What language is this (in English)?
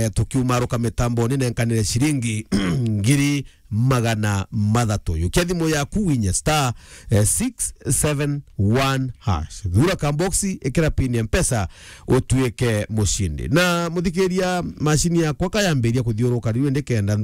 Meru